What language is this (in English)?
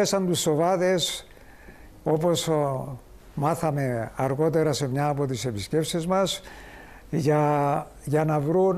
Greek